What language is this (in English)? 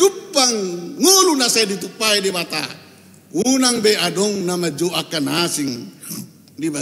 Batak Toba